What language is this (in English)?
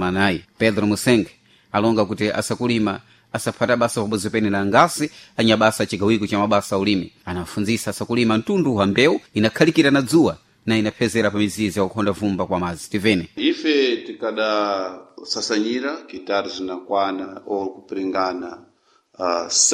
Sena